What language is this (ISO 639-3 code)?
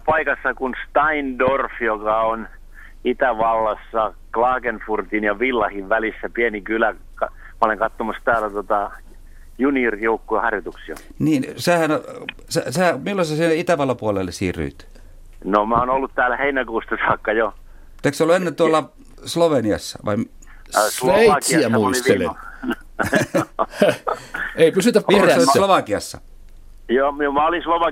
fin